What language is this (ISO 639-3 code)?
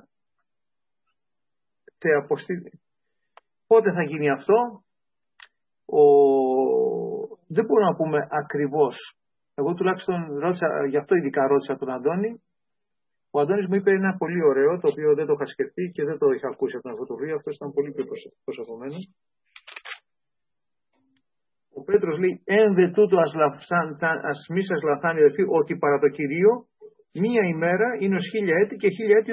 ell